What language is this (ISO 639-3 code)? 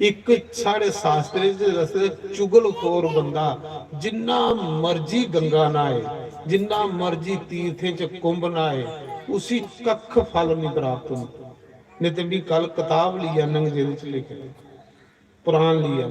doi